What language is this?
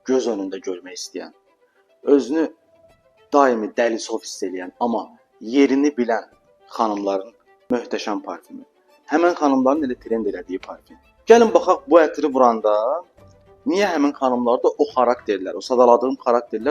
Azerbaijani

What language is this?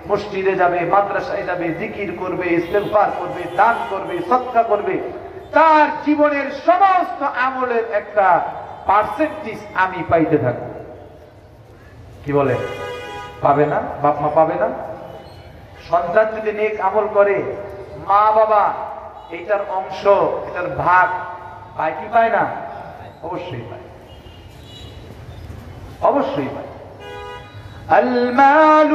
Bangla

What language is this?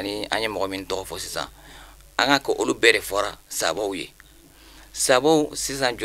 Bambara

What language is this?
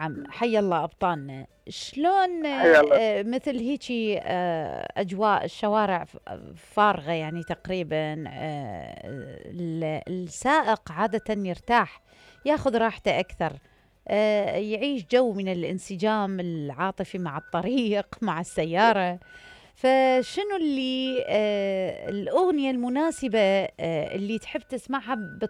Mesopotamian Arabic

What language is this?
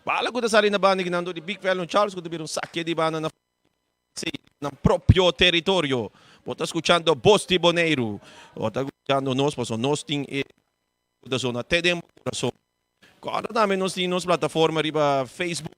Papiamento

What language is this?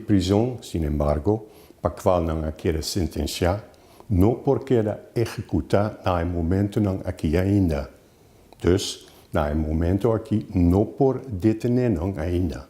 Papiamento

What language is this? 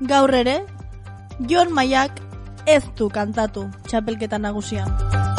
Basque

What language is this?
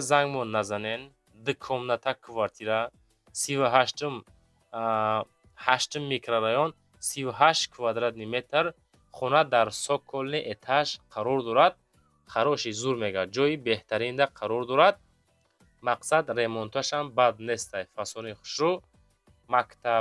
Tajik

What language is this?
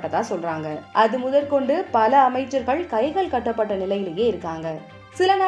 Tamil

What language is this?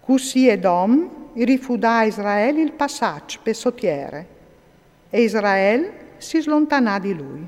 Friulian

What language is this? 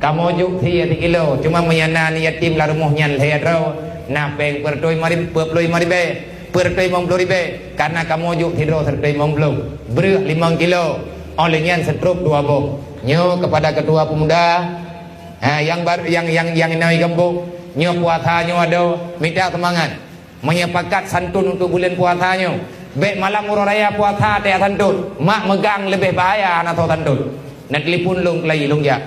Achinese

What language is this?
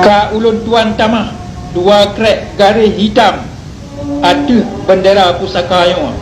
Achinese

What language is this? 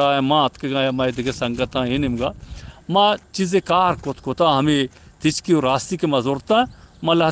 Eastern Balochi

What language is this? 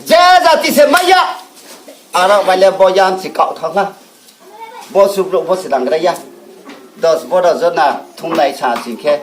Riang (India)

